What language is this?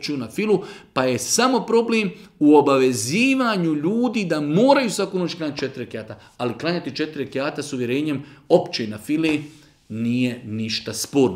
Bosnian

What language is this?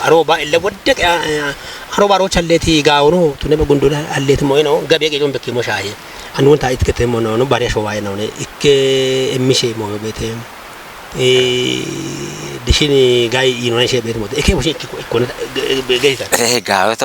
Kafa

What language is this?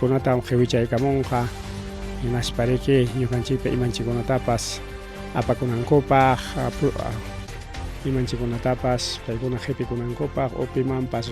Ayacucho Quechua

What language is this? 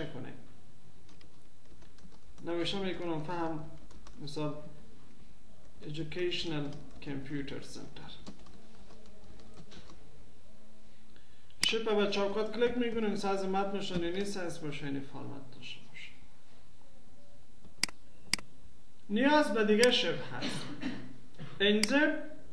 Persian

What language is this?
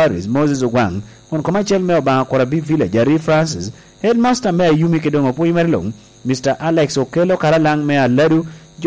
Lango (Uganda)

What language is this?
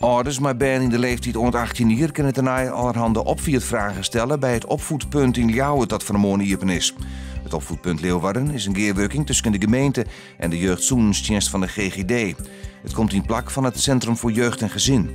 Western Frisian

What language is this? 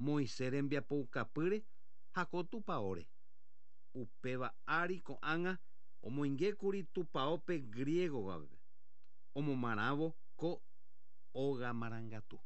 Guarani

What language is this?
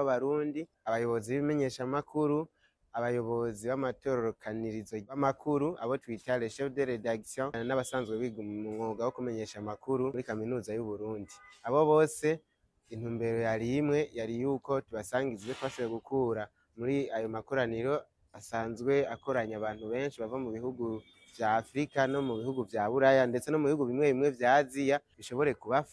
Rundi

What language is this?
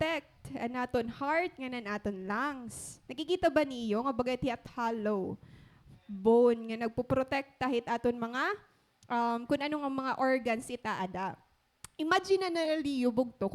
Waray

